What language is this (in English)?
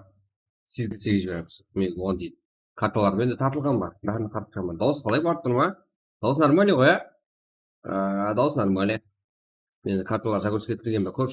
Kara-Kalpak